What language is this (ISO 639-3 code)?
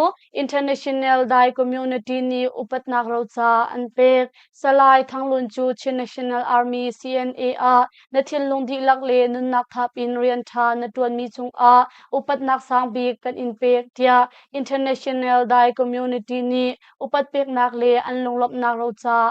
cnh